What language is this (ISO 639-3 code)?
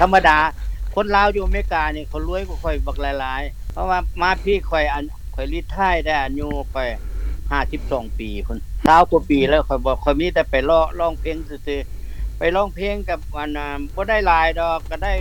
lao